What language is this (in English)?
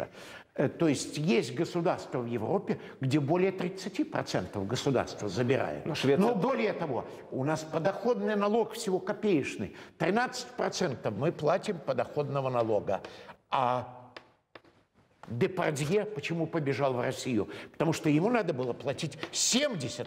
Russian